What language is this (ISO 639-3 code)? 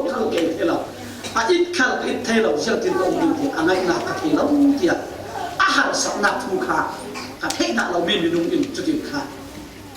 cfm